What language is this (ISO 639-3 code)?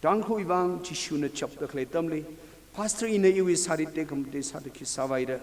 nmf